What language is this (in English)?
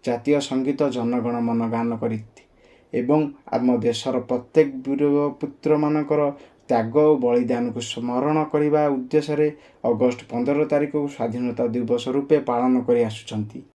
Odia